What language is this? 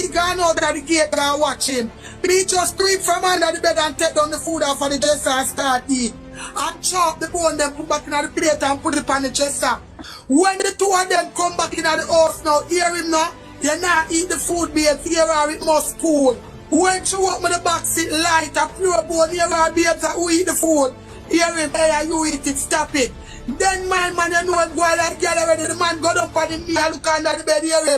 Jamaican Creole English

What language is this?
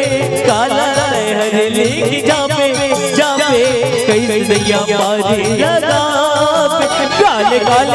Chhattisgarhi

